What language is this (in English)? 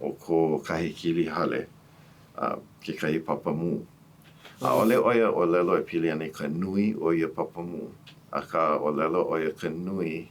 Hawaiian